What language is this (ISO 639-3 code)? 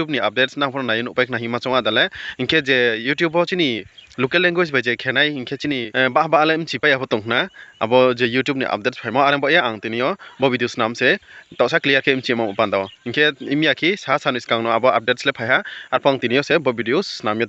ria